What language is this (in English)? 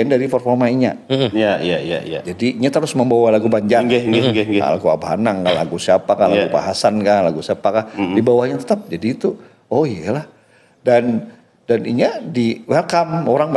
Banjar